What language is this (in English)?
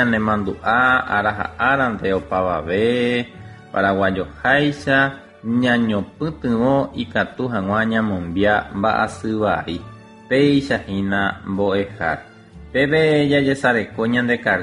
Guarani